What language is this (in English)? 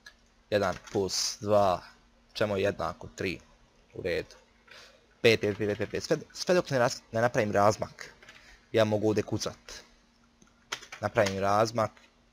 Croatian